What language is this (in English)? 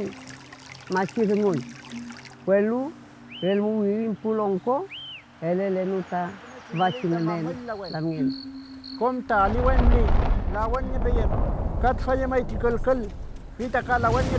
Mapuche